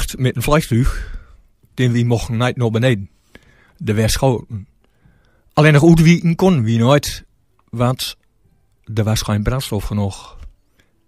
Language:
Gronings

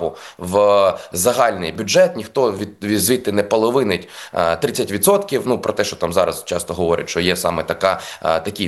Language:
Ukrainian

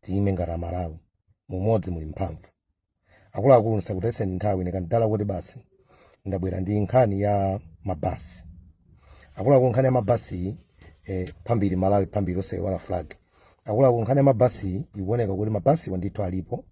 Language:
Nyanja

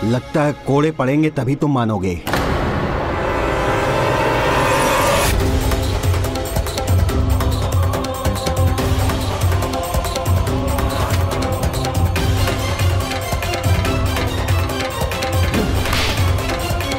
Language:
Hindi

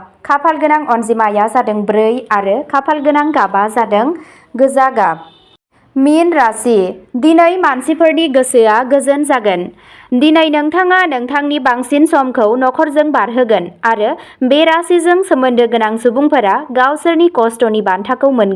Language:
Bodo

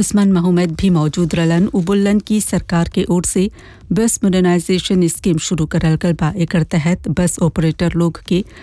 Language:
Bhojpuri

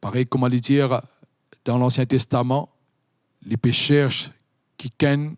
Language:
Morisyen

